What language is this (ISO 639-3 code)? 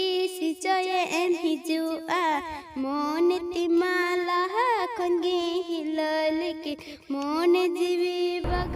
sat